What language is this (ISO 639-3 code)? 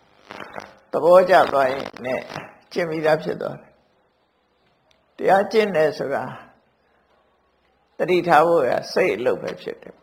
mya